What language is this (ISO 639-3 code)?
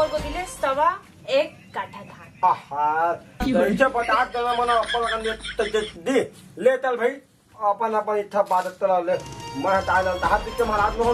hne